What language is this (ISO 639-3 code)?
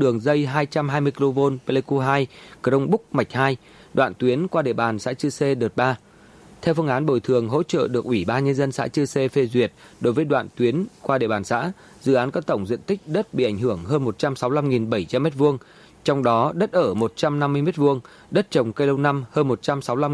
vie